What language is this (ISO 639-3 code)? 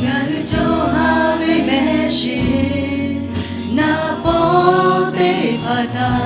lhu